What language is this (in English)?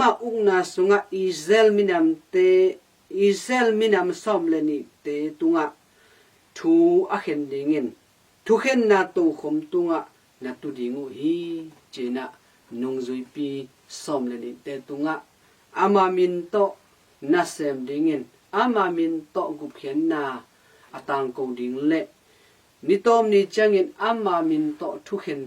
Tedim Chin